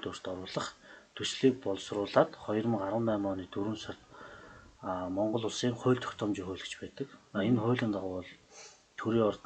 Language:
Mongolian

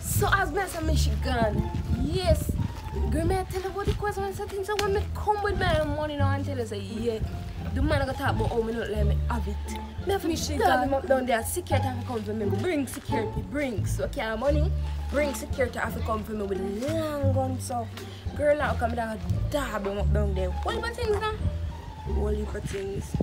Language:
Jamaican Creole English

